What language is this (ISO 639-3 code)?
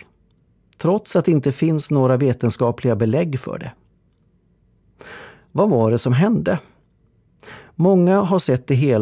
swe